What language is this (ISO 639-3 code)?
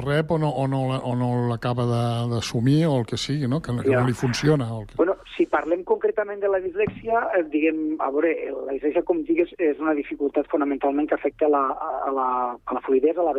cat